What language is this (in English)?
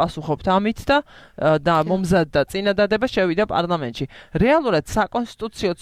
Georgian